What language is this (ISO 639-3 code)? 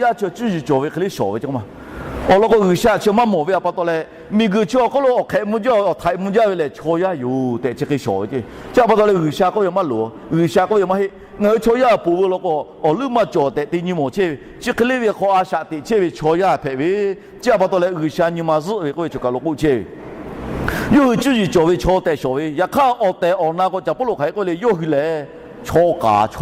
lhu